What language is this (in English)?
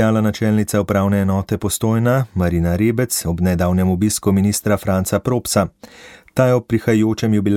Slovenian